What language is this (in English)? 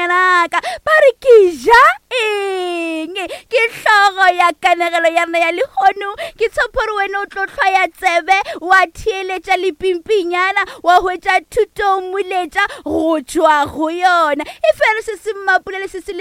Northern Sotho